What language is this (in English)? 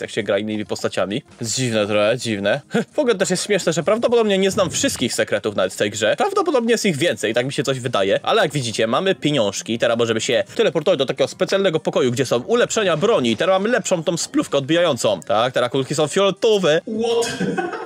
Polish